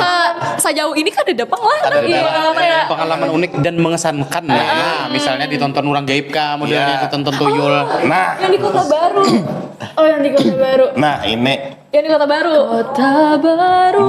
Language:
Banjar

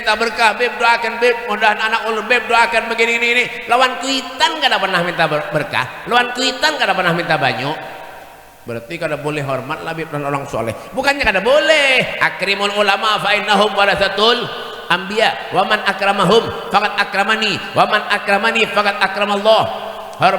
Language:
Banjar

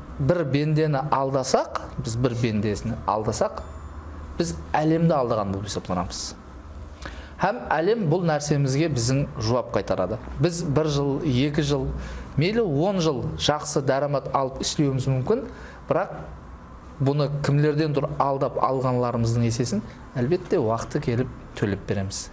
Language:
Kara-Kalpak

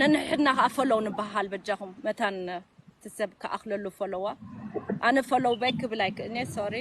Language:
Tigrinya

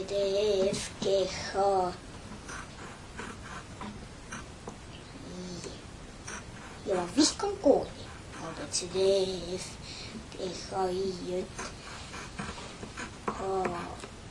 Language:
Estonian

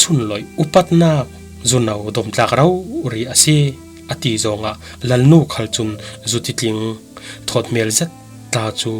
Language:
Falam Chin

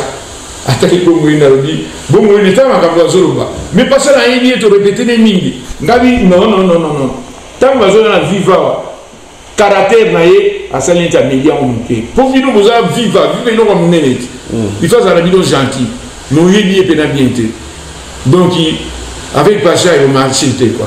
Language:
Lingala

